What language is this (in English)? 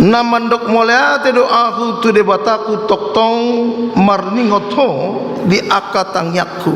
Batak Toba